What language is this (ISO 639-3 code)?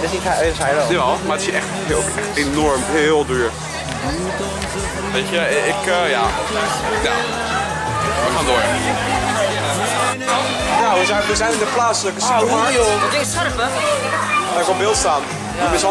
nld